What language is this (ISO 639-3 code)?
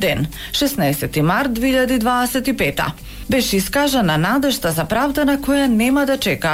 mkd